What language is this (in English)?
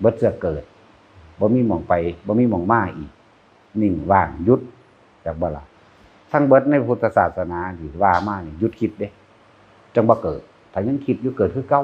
Northeastern Thai